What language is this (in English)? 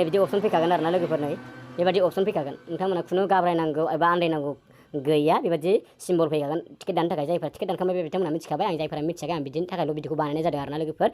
Bodo